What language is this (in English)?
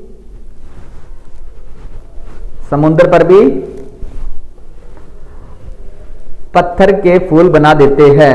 Hindi